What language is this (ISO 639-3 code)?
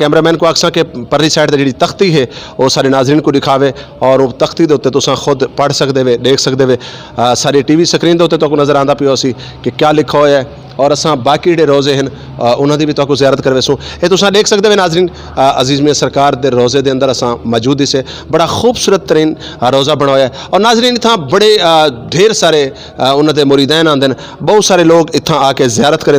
skr